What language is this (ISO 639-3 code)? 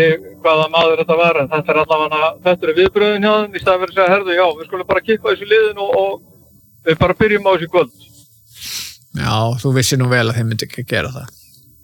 isl